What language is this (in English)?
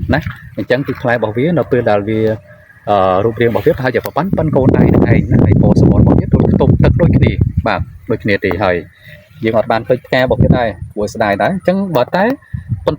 Khmer